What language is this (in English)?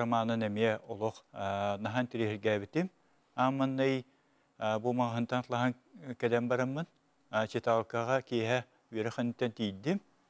Yakut